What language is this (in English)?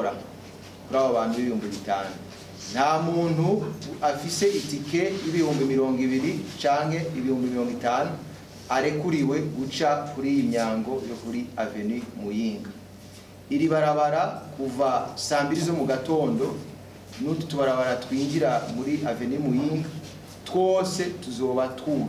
Rundi